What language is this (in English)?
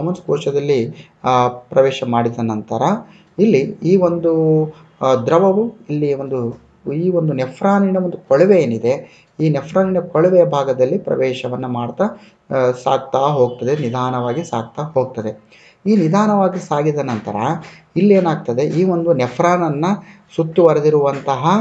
Kannada